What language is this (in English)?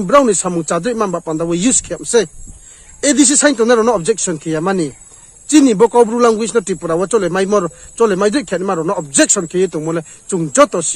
Riang (India)